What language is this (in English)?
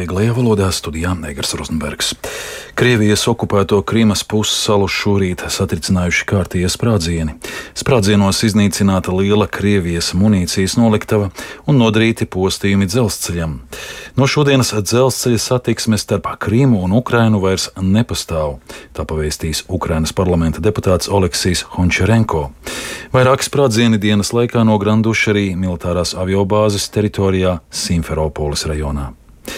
Latvian